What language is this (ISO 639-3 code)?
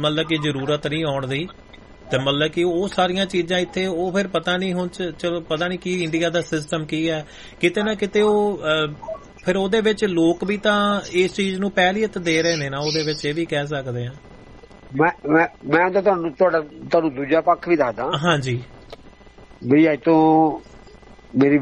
pan